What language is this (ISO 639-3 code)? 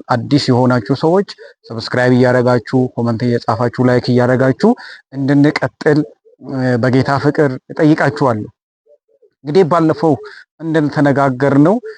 amh